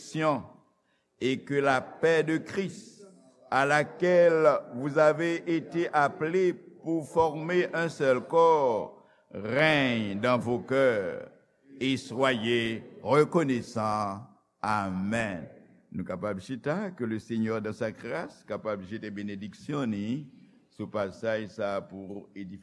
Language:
Haitian Creole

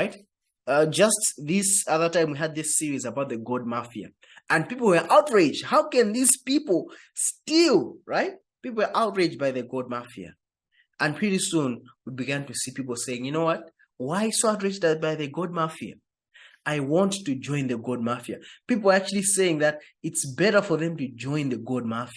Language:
English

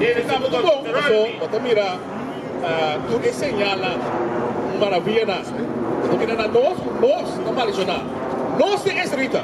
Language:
Papiamento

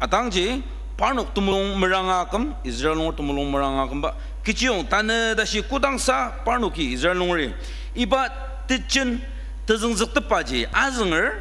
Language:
Ao Naga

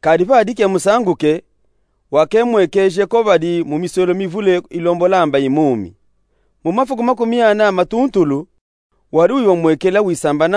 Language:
Luba-Katanga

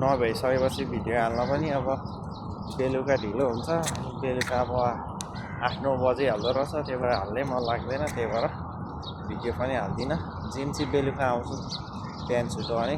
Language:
Nepali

